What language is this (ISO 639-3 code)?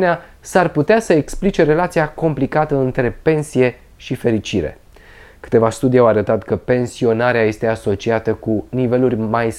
ron